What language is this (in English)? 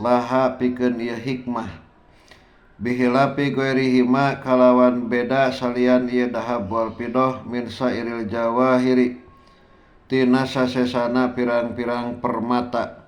Sundanese